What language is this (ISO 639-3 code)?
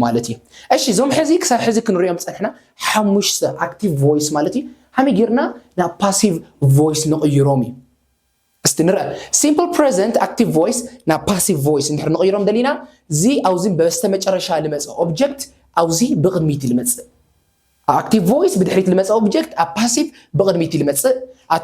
tir